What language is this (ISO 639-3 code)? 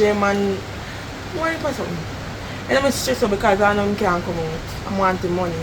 jam